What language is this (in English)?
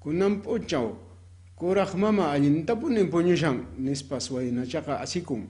Quechua